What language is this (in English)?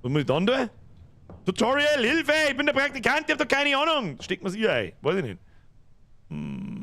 Bavarian